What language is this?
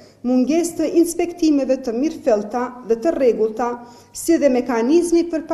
Albanian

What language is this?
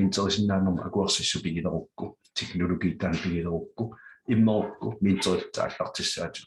Kalaallisut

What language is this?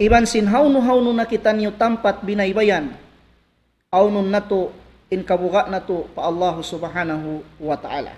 Tausug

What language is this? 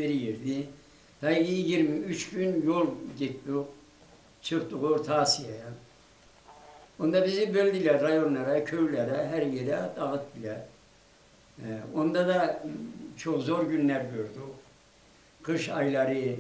Turkish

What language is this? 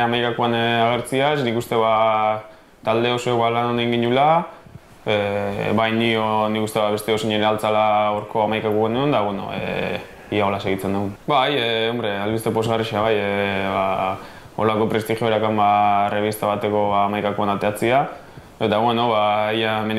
Basque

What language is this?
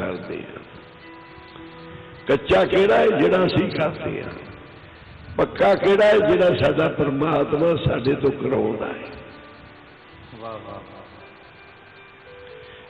Punjabi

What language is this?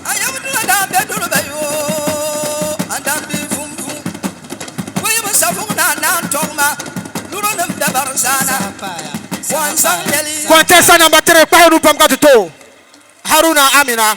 Dagbani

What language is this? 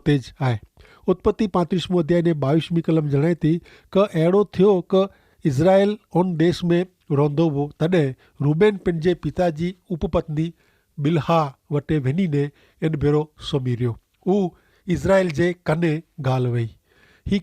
Kachhi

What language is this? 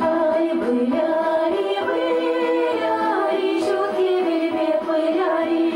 Chuvash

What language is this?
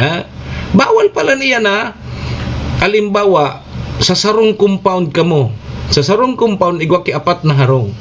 Bikol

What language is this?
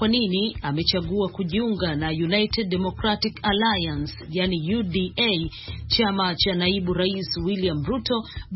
Swahili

